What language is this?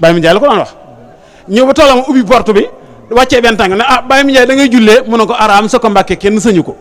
Wolof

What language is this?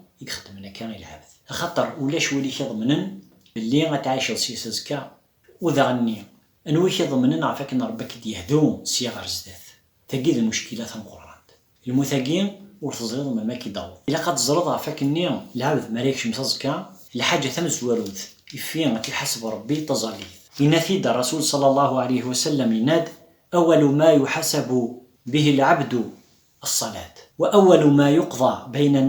Kabyle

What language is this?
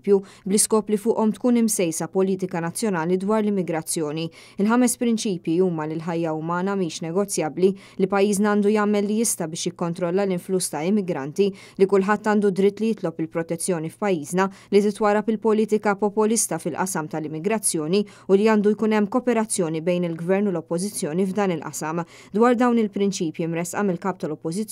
Maltese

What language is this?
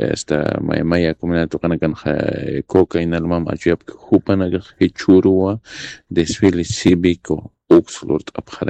Aymara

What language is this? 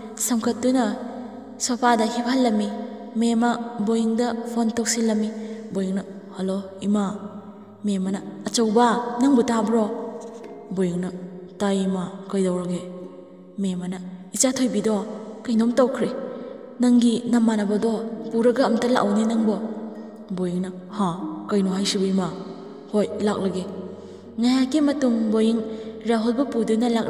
Manipuri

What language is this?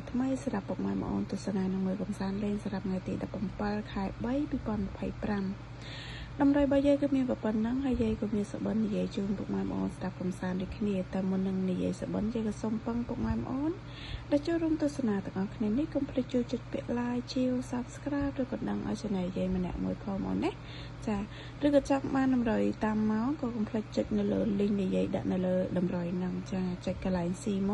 Khmer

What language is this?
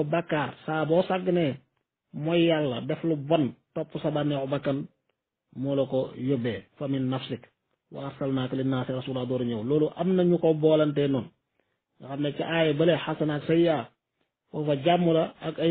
Wolof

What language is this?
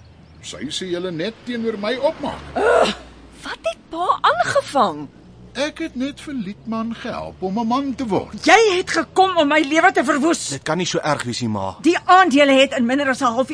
Afrikaans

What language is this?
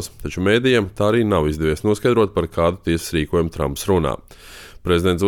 Latvian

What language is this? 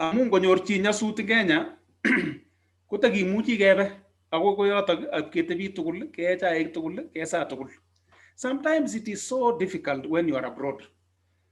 Kalenjin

